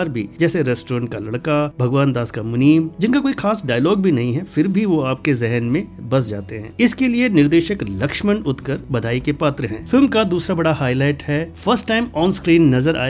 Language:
Hindi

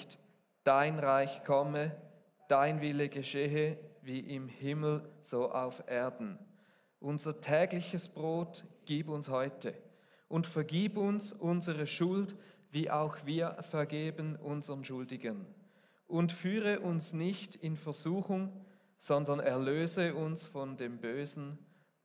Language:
Swiss German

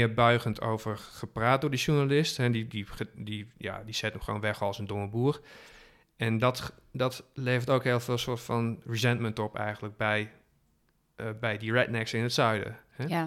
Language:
Dutch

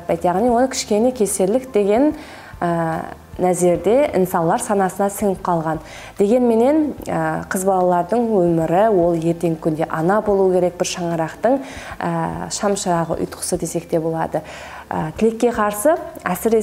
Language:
Kara-Kalpak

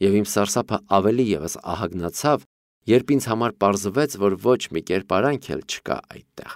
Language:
Armenian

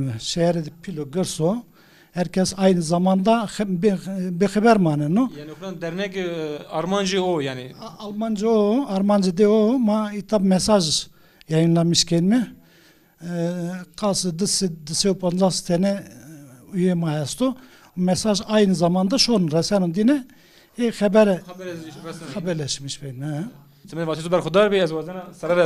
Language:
Zaza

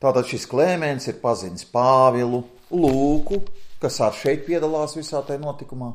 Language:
Latvian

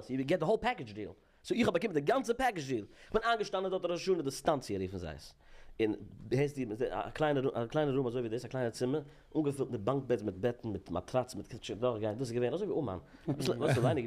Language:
Yiddish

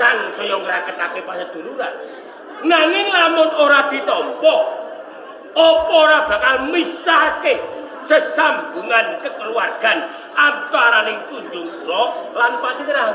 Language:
Javanese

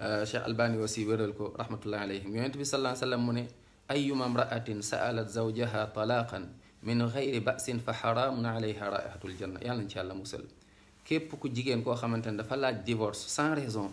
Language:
Wolof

